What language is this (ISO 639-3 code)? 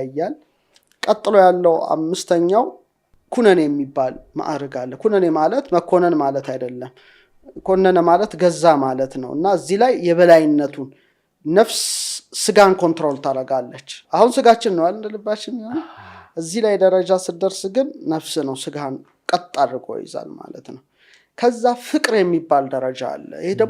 amh